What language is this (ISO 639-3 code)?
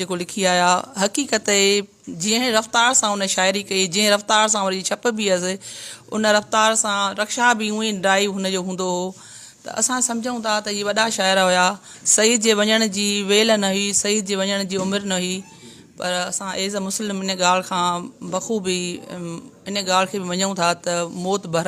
snd